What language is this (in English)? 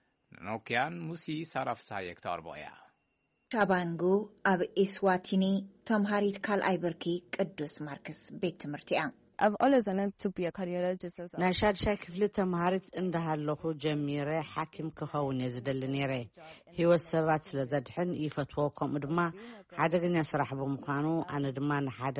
Tigrinya